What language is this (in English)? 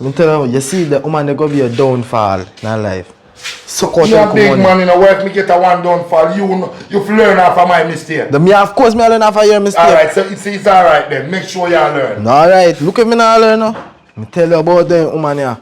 Jamaican Creole English